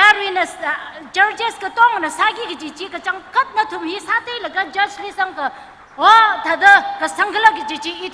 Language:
Tangkhul Naga (India)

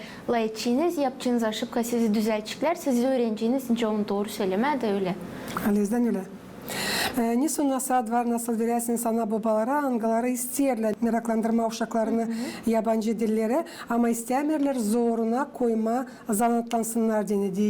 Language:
Gagauz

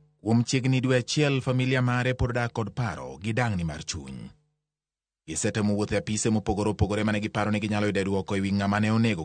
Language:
Luo (Kenya and Tanzania)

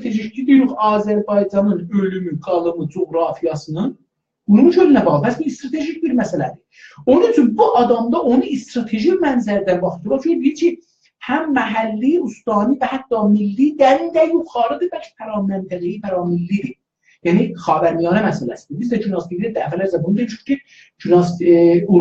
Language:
South Azerbaijani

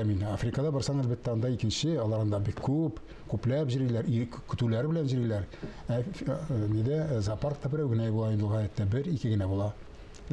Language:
Tatar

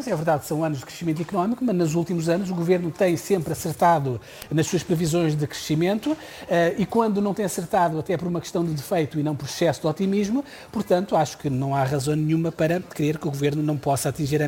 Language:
Portuguese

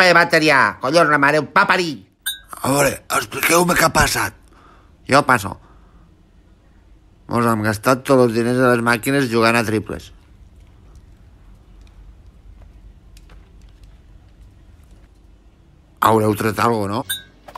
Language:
Catalan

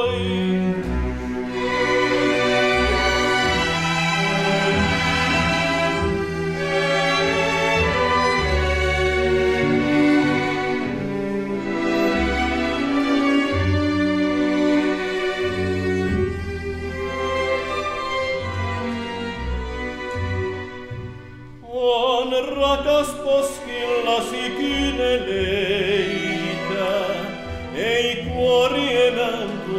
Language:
Finnish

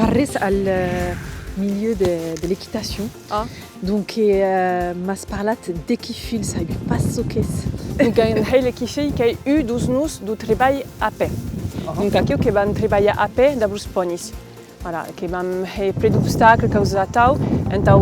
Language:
Occitan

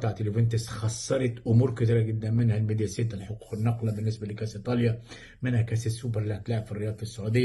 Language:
Egyptian Arabic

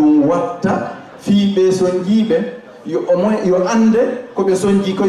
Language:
Fula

